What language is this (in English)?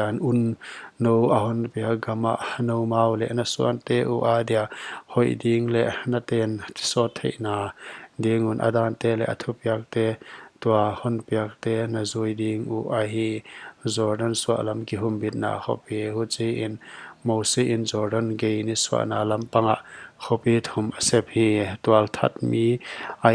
Paite Chin